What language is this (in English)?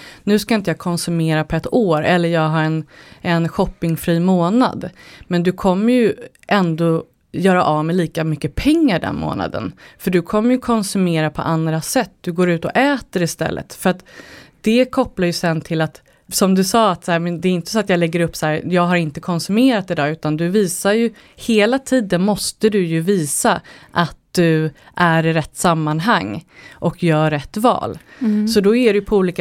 Swedish